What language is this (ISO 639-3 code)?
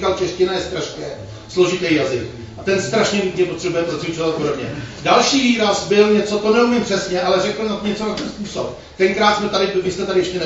ces